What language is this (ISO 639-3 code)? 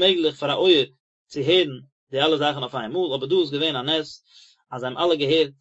yid